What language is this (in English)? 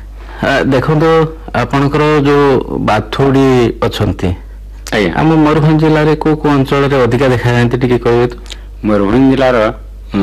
Odia